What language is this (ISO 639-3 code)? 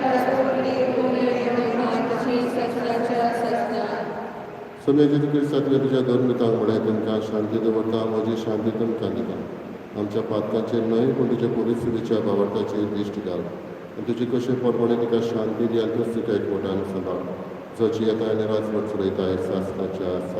kok